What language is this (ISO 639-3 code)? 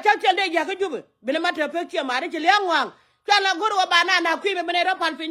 nus